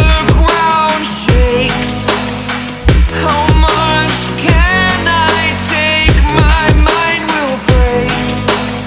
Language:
English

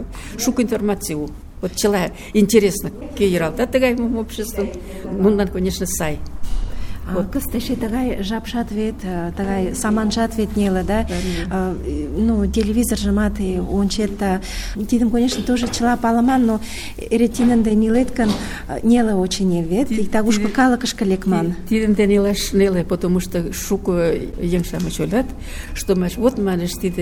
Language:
Mari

